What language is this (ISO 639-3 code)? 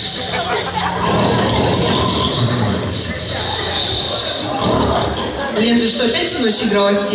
rus